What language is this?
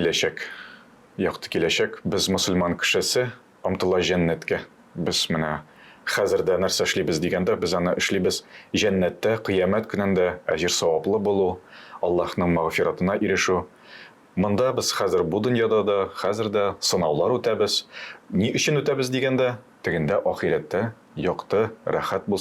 Tatar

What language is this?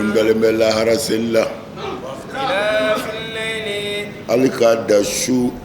Bambara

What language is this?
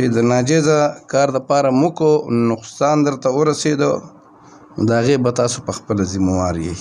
Pashto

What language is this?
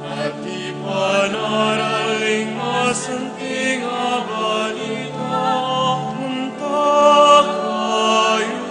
Pampanga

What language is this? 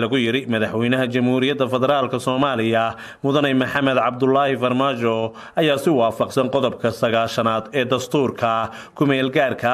Somali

